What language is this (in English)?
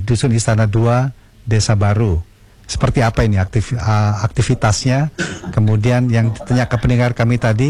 Indonesian